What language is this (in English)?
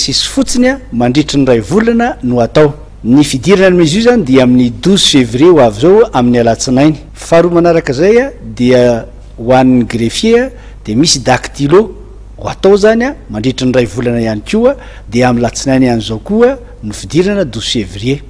Malagasy